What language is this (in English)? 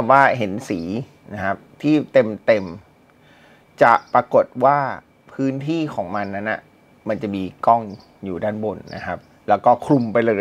Thai